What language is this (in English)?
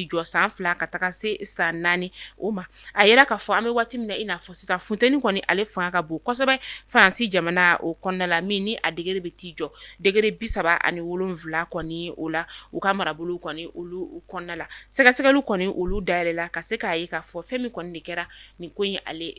Bambara